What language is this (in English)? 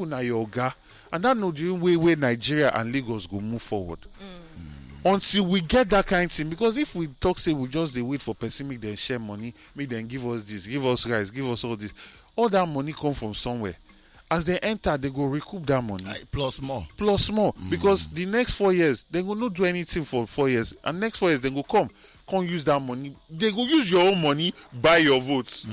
Nigerian Pidgin